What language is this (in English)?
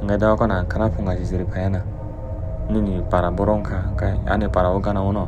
Kok Borok